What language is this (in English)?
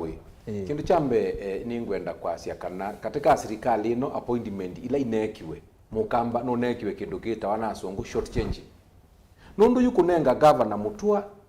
Kamba